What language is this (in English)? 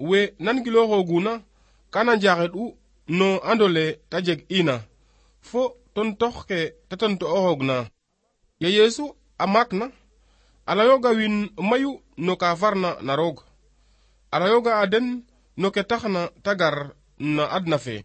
Serer